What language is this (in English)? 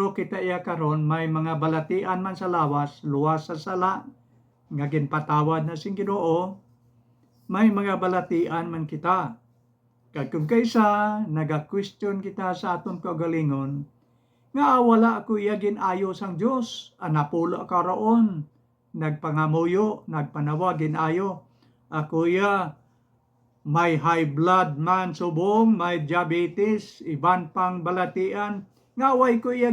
Hiligaynon